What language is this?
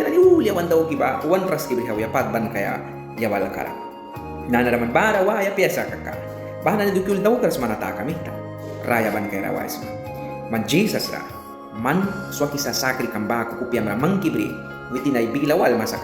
Mískito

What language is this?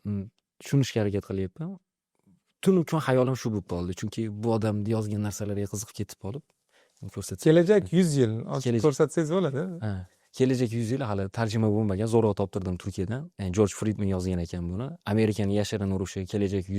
Uzbek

